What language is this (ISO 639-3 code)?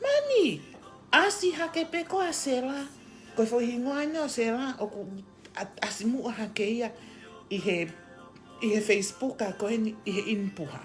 ton